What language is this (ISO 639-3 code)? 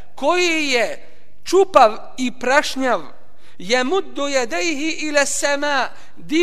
bos